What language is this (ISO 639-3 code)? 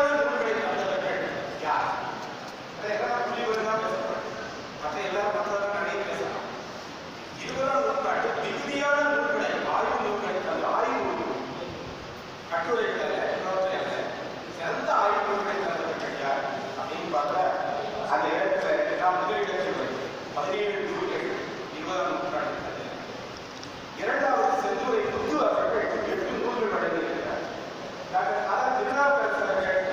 tam